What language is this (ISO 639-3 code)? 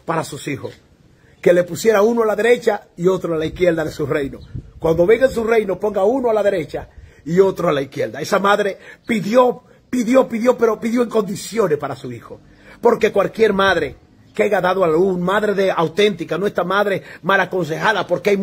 spa